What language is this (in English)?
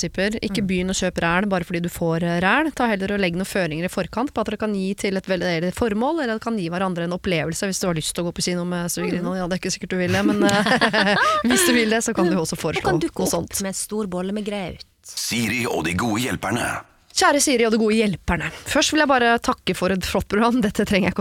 Norwegian